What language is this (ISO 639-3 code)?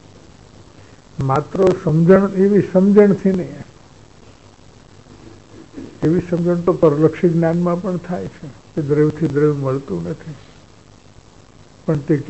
guj